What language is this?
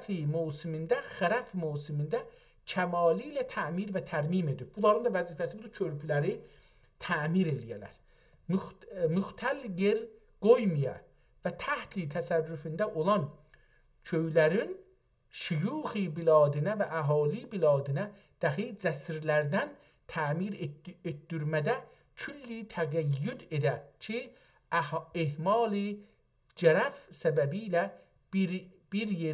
South Azerbaijani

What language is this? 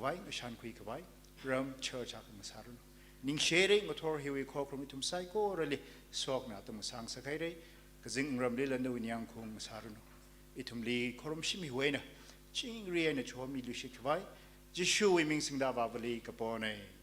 Tangkhul Naga (India)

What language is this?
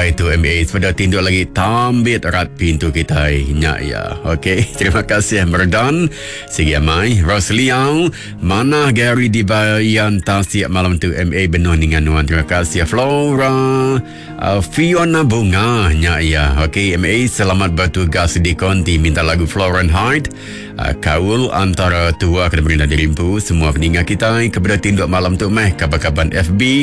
Iban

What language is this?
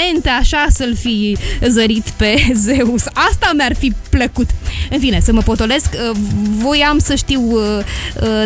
Romanian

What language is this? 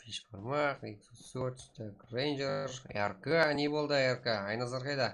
Kara-Kalpak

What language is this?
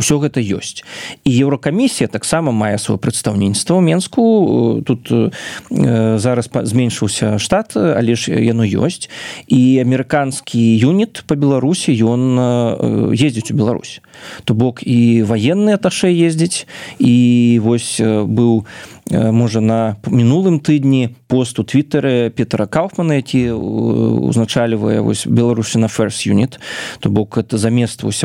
Belarusian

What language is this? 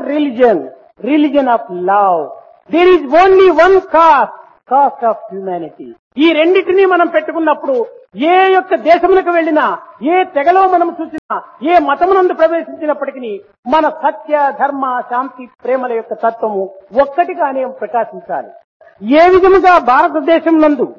Telugu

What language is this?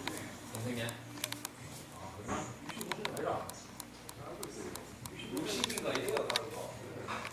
Korean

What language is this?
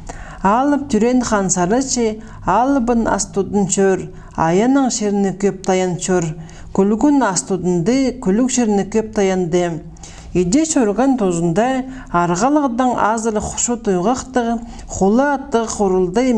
Khakas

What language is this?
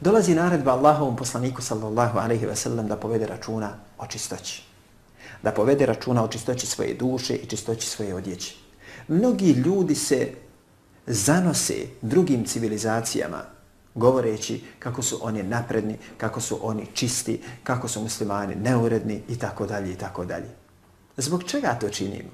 Bosnian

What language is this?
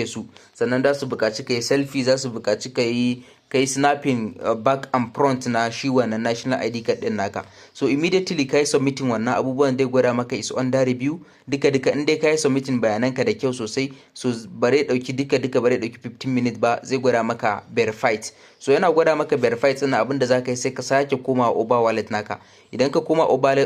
Hausa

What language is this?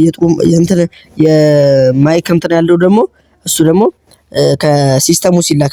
Amharic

